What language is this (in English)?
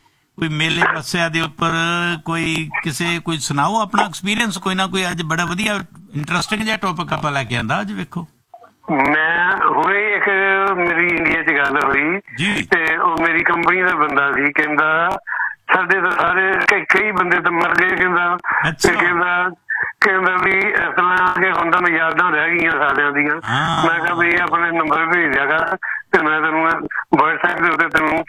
Punjabi